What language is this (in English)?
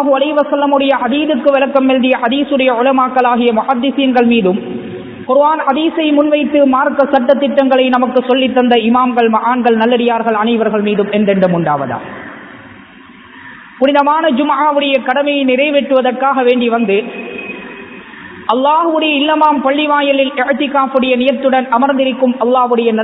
Tamil